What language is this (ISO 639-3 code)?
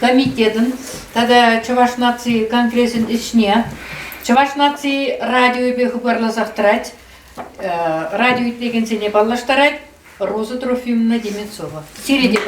chv